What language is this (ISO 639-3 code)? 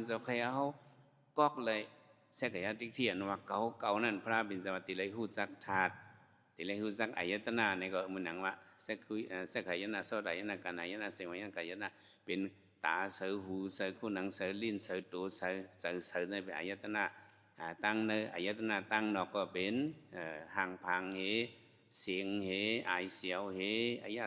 shn